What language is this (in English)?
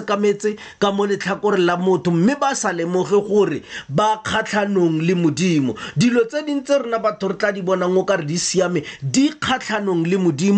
Tswana